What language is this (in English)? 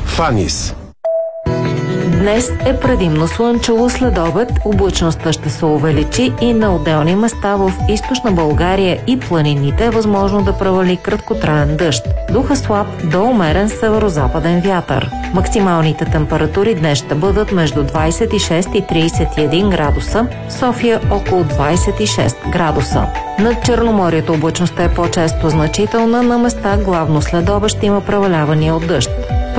Bulgarian